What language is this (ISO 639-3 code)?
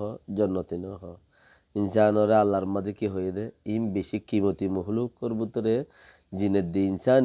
rhg